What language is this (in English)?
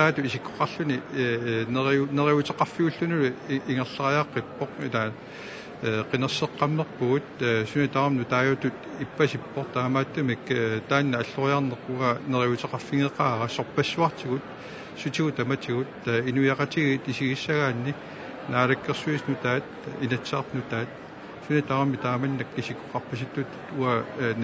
Kalaallisut